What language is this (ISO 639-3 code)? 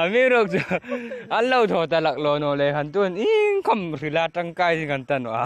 hmr